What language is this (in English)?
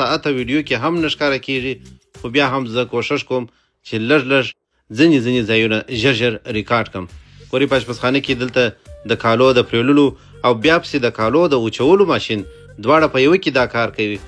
Pashto